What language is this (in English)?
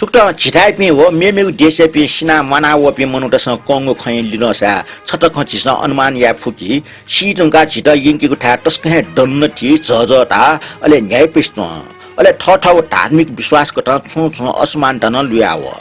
Newari